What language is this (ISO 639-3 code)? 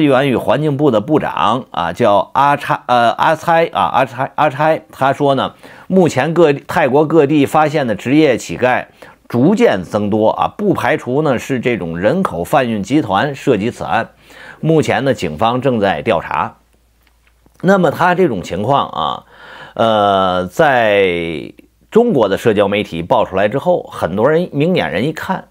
zho